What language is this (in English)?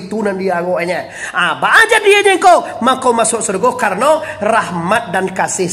Minangkabau